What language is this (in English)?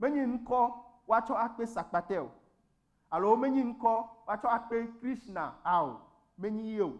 Ewe